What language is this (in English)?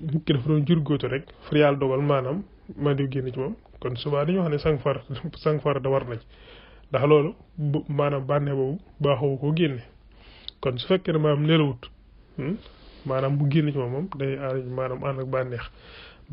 Wolof